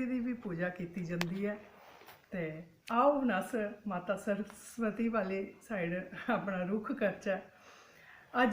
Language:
Dogri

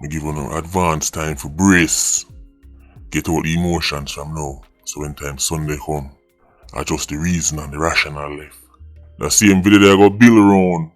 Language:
Jamaican Creole English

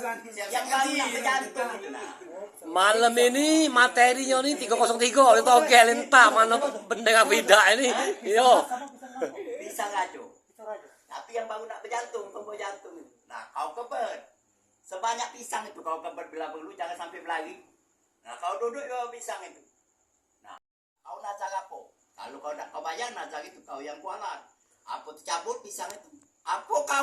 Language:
Musi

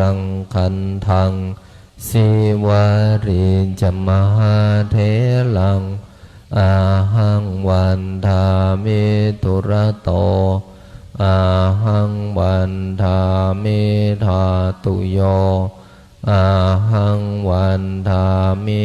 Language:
Pali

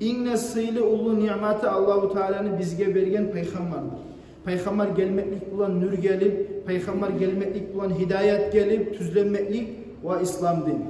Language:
Kumyk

